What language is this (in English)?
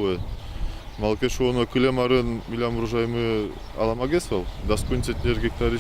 Udmurt